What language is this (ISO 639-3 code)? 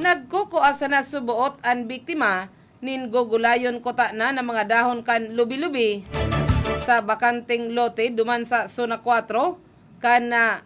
bik